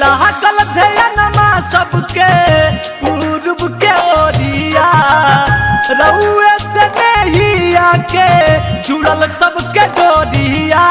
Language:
Magahi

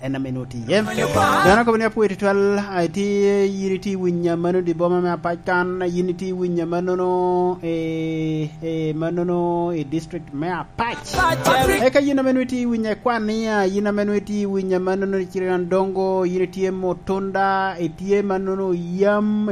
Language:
Lango (Uganda)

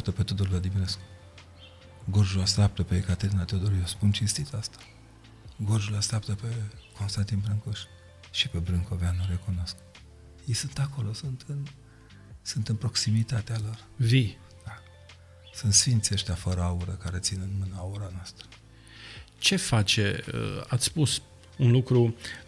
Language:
Romanian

